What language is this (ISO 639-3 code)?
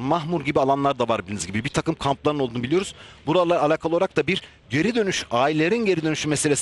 tur